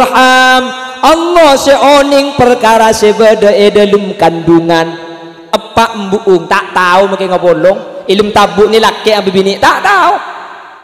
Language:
Madurese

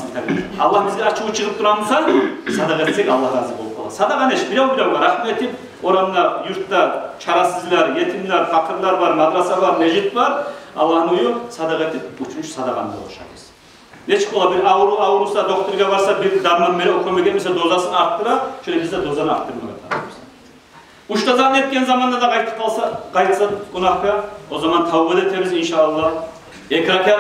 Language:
Kumyk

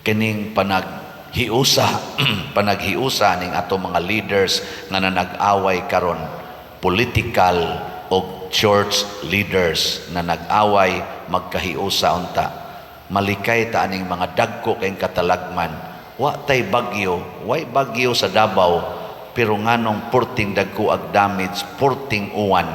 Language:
Cebuano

